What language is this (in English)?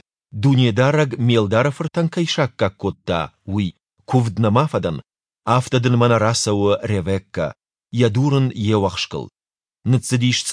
Ossetic